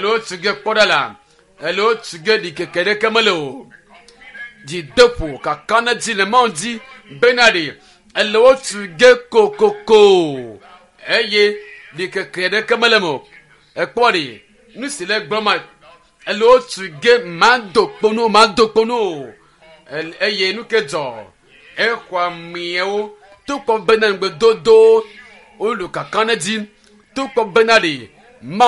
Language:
Ewe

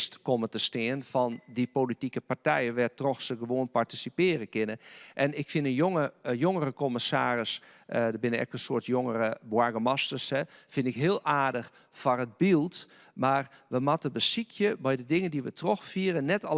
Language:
Western Frisian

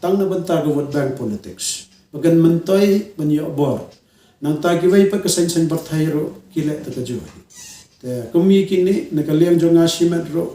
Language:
Khasi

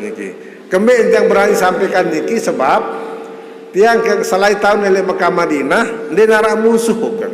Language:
Sasak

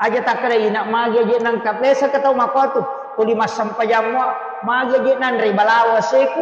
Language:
Buginese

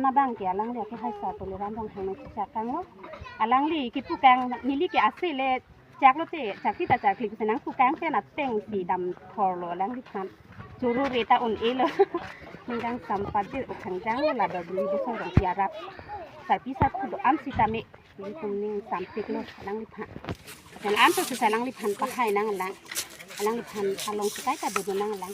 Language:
Karbi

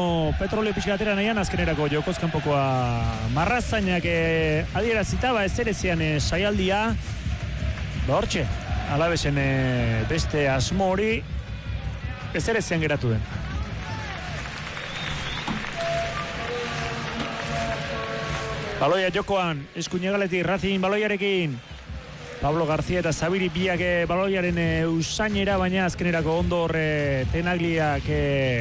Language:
Basque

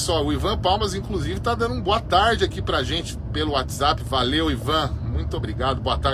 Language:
Portuguese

